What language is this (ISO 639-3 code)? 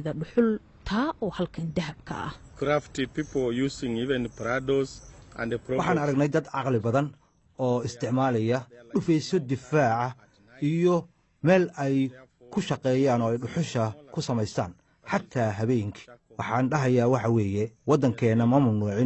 som